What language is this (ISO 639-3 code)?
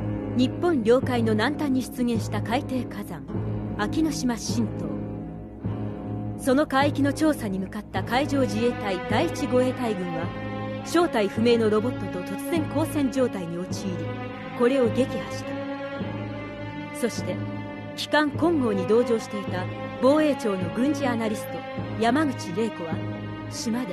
jpn